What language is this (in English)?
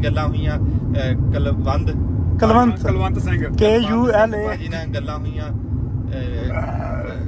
Punjabi